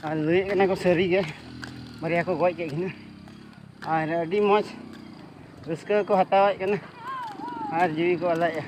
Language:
Santali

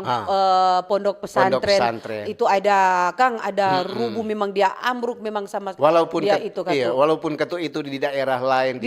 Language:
Manado Malay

